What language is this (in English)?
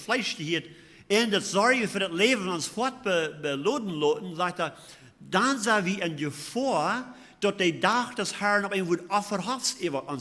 Plautdietsch